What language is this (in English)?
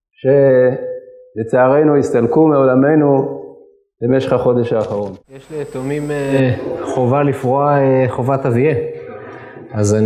Hebrew